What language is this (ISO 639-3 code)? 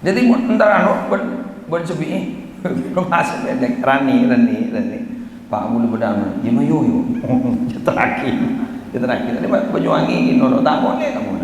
mad